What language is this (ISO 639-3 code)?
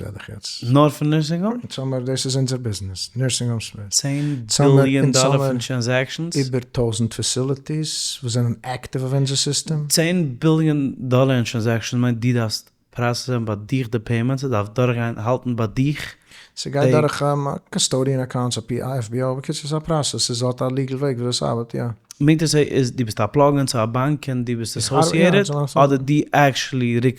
yid